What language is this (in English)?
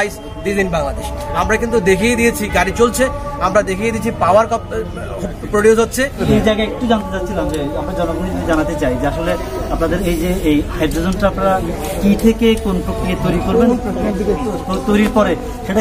Bangla